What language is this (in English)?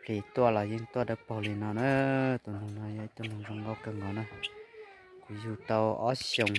Hmong